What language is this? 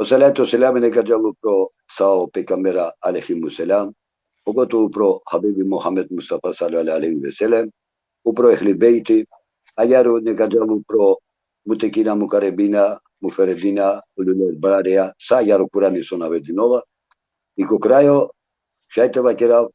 Balkan Romani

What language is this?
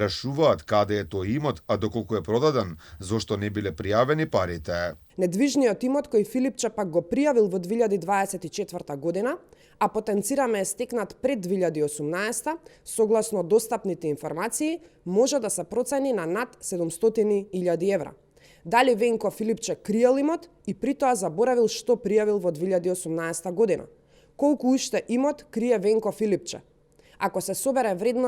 Macedonian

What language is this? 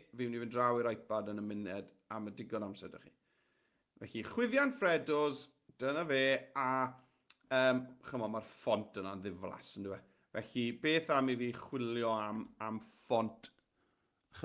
Welsh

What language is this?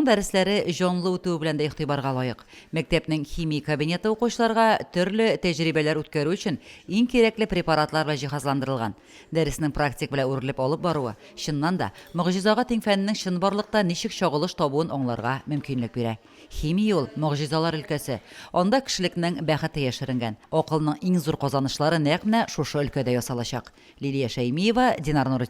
Tatar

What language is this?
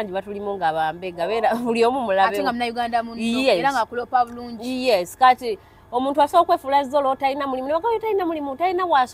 Ganda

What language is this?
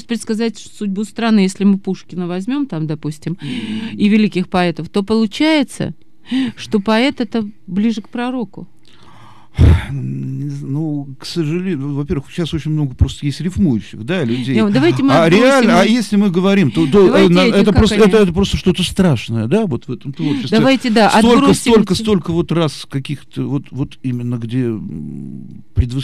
Russian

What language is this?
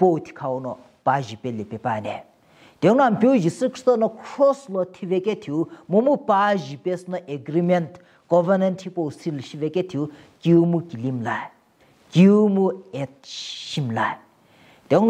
Sumi Naga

